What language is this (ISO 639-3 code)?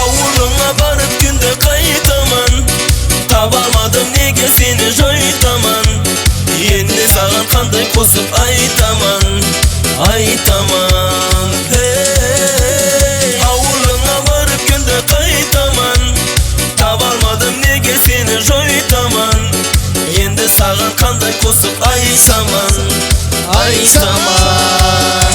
tuk